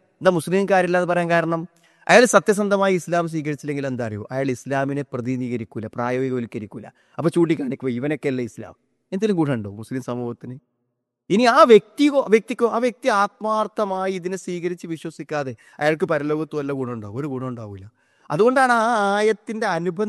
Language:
Malayalam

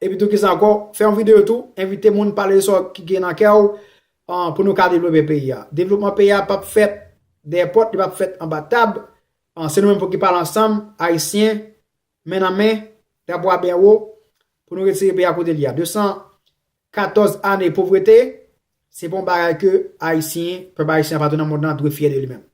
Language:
Haitian Creole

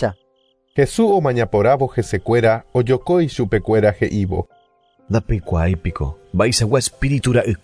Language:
Guarani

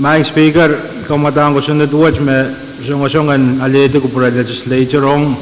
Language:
Pohnpeian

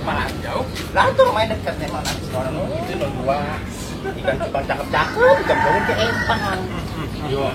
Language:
Betawi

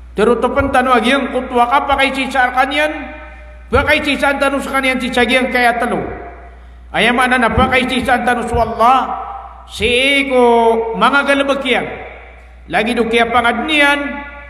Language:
Maranao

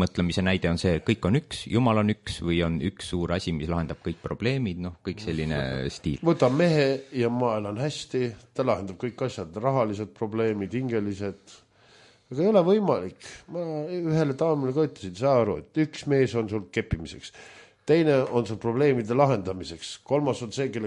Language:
Estonian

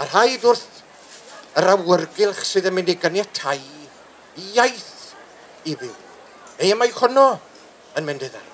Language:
Welsh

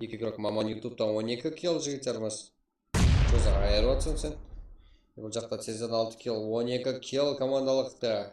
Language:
Kara-Kalpak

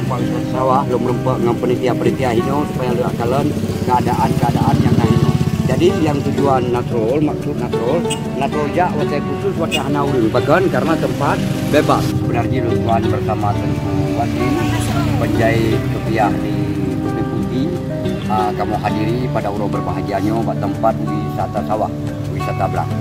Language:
Achinese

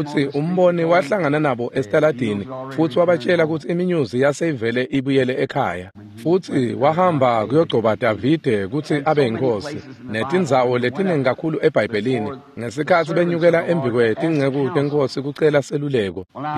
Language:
Swati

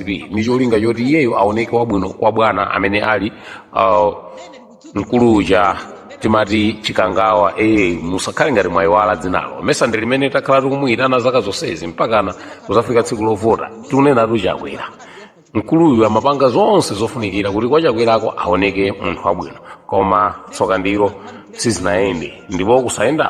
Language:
Nyanja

